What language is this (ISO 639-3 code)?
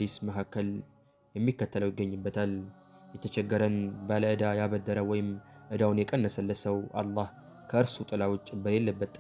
amh